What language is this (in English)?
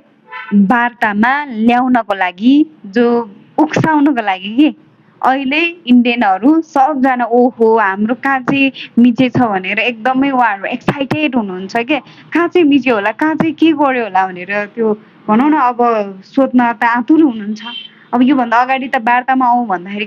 Nepali